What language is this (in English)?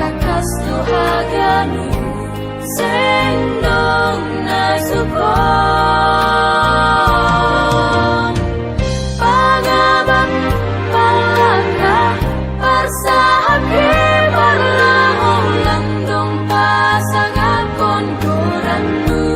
Batak Simalungun